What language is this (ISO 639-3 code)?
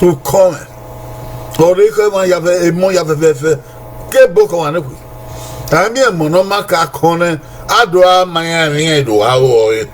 bin